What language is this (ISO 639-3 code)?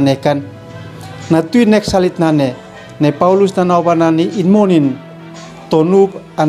aoz